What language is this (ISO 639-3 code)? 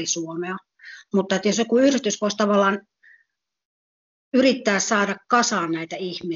fin